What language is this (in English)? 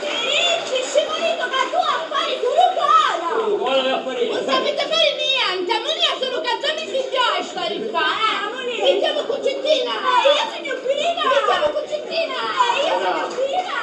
Sicilian